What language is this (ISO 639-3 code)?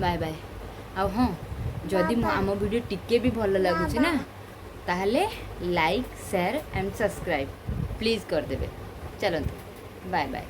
ori